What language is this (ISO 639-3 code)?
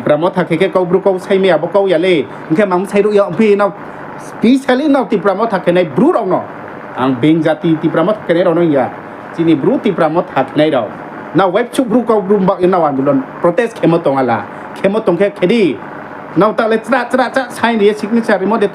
ria